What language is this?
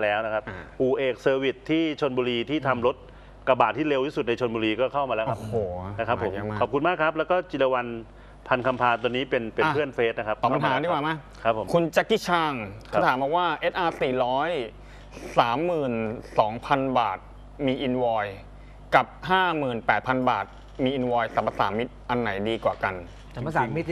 Thai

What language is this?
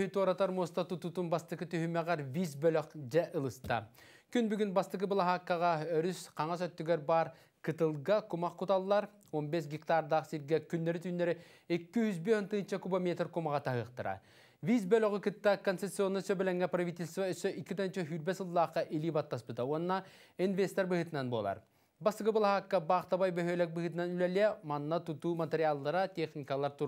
Yakut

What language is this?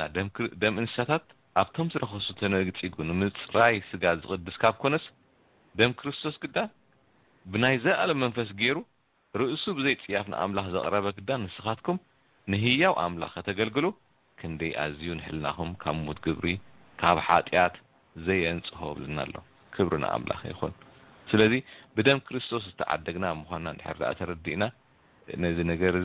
Tigrinya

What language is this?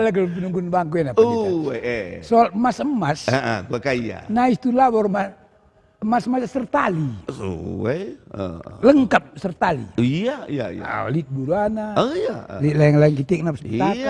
Batak Karo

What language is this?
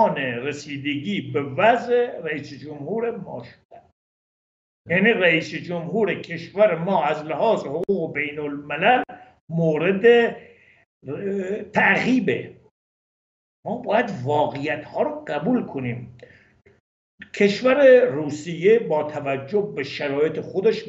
Persian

